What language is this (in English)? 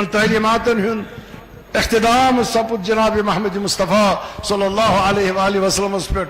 Kashmiri